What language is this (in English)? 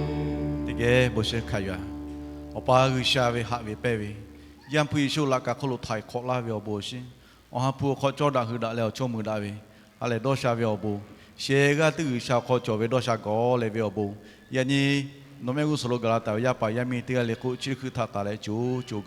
Lahu